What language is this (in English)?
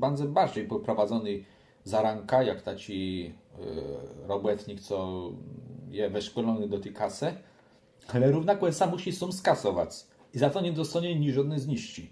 Kashubian